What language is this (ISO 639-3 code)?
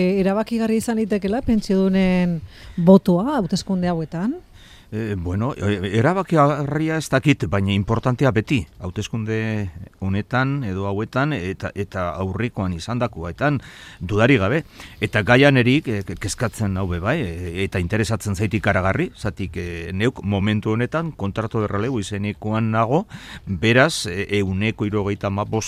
eus